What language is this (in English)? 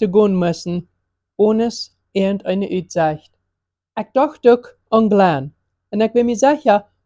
Plautdietsch